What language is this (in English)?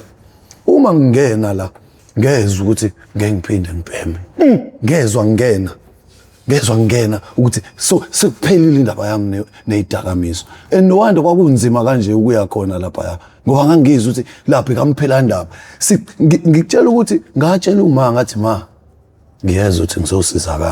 Zulu